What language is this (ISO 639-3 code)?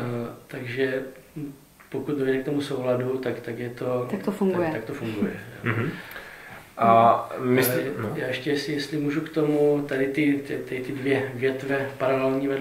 ces